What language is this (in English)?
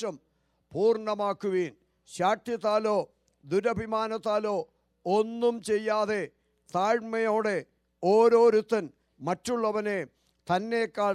Malayalam